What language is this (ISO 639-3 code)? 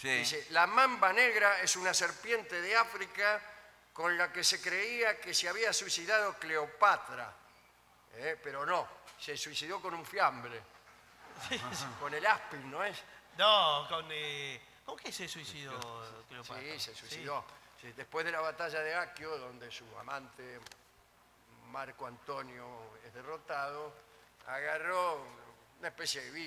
spa